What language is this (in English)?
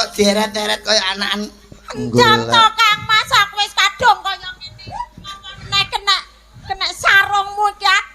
Javanese